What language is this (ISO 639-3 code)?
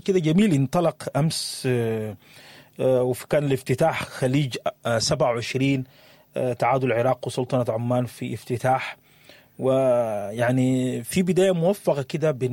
apd